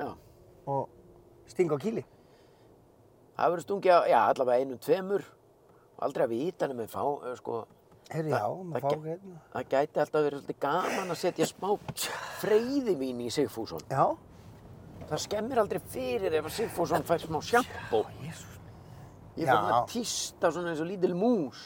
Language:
Icelandic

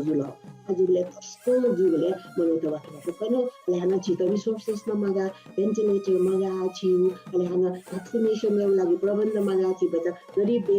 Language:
Newari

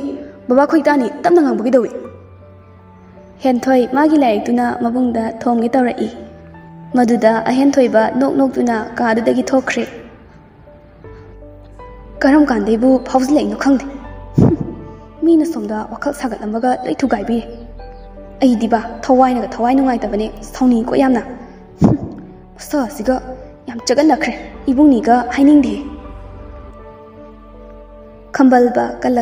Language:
Manipuri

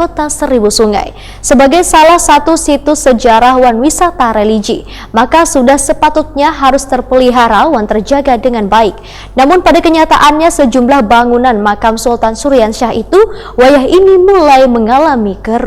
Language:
Banjar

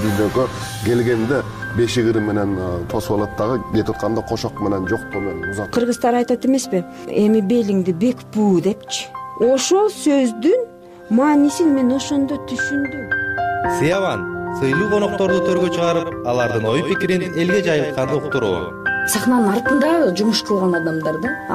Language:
Kyrgyz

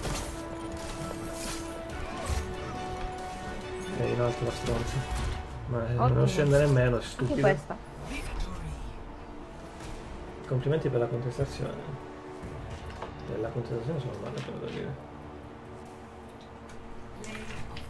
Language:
Italian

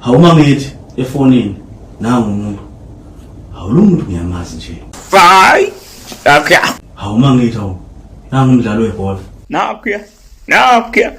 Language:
Zulu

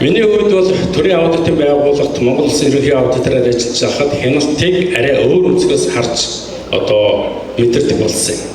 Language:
Mongolian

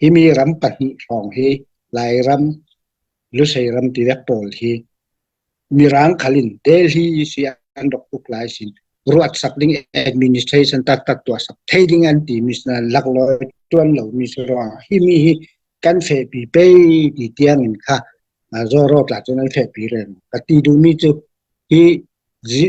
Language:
Falam Chin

